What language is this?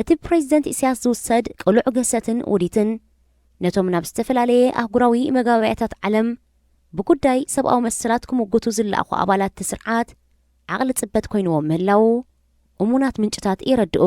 Tigrinya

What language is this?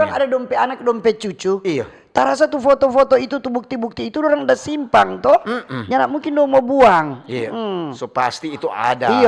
Manado Malay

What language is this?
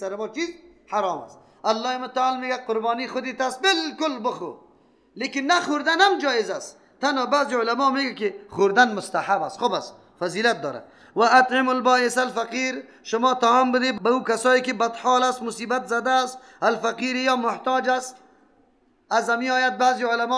Persian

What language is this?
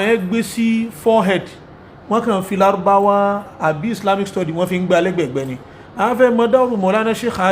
Yoruba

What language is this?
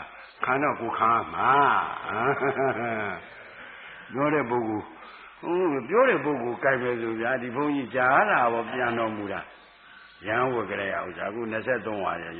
Burmese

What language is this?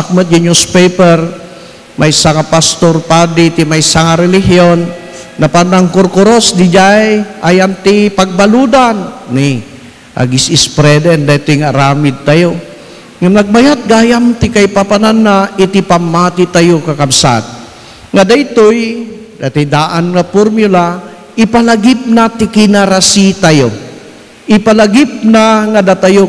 Iloko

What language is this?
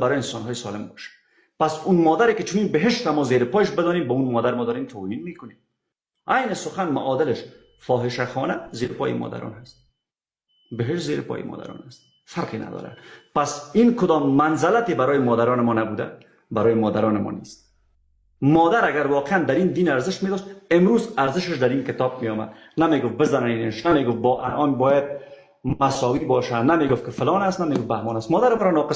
Persian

